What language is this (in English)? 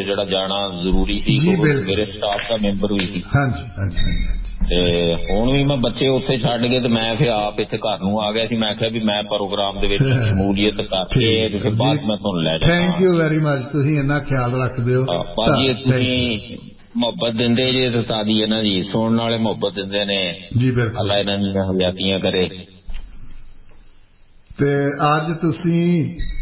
Punjabi